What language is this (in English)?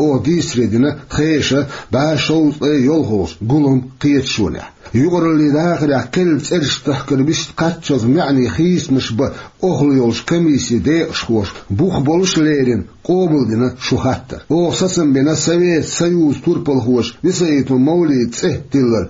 Chechen